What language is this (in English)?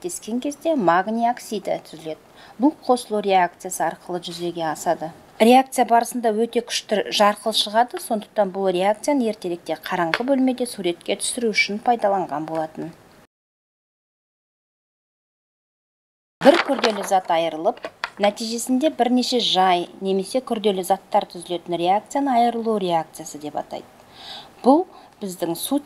Kazakh